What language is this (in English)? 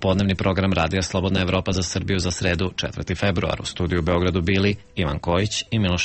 Serbian